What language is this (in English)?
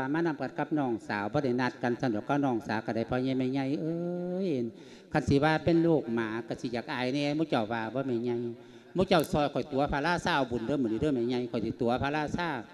Lao